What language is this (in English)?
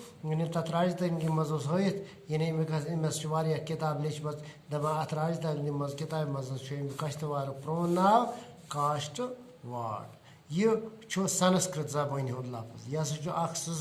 Kashmiri